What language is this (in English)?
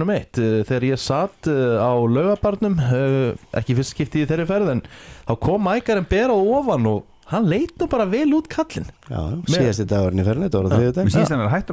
Icelandic